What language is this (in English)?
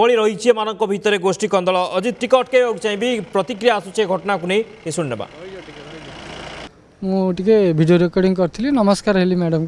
Odia